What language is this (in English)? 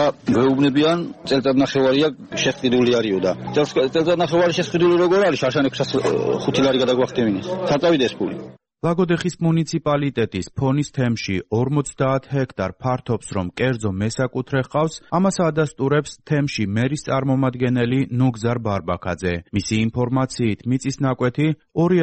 Georgian